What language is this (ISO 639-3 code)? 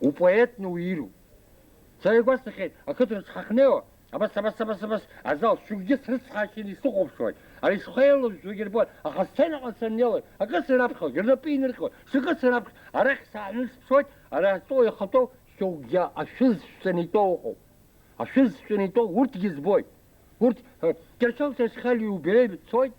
abk